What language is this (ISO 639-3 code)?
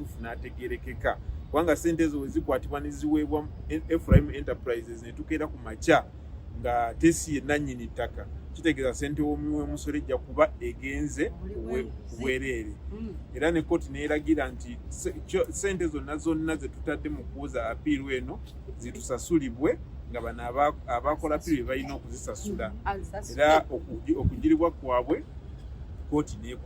lug